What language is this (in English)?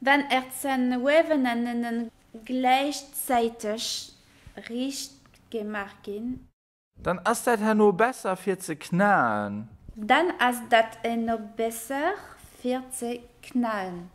Luxembourgish